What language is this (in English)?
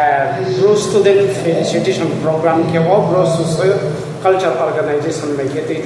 Riang (India)